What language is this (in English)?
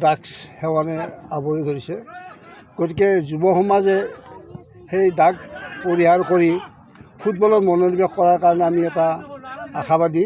Assamese